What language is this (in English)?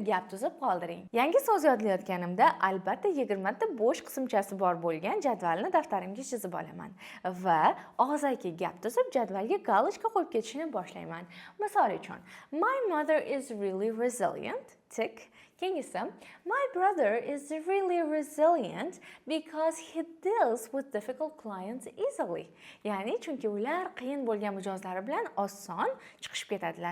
Uzbek